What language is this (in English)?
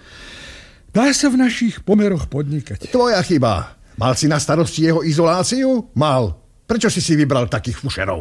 Slovak